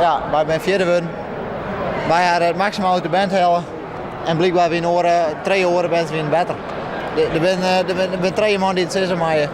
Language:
Western Frisian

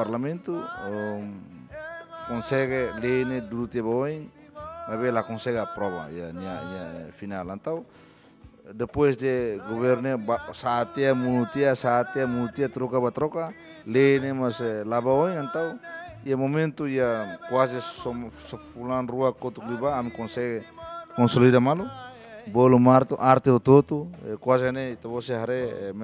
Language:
Tetum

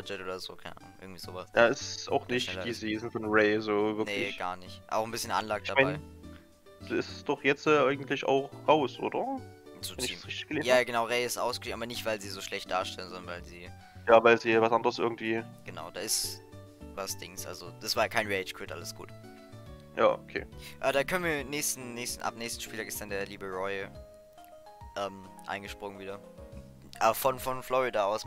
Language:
German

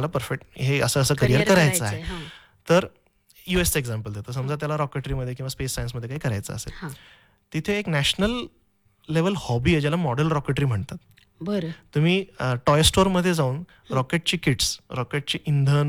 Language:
Marathi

